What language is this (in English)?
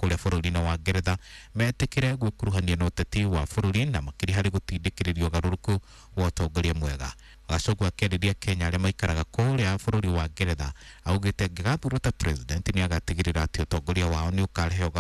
Kikuyu